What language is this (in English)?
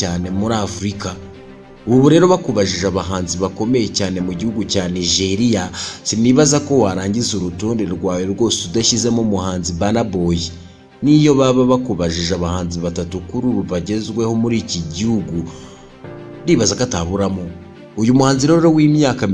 Kinyarwanda